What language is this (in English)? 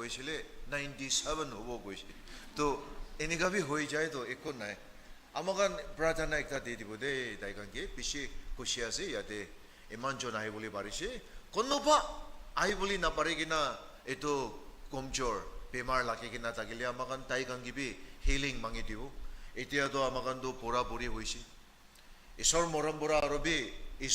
Naga Pidgin